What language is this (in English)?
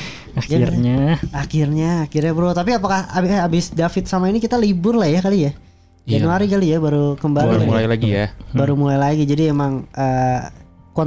Indonesian